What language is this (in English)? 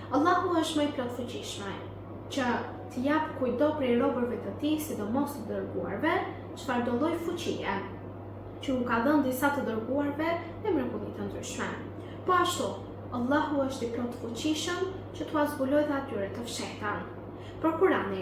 Albanian